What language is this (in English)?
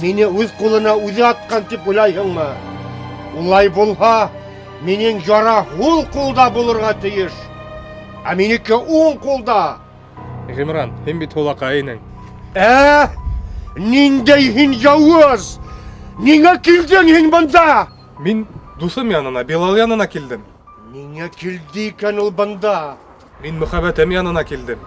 Bashkir